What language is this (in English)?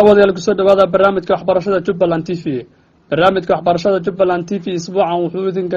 Somali